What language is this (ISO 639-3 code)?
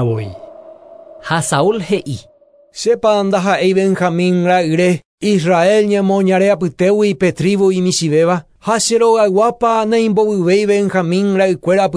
grn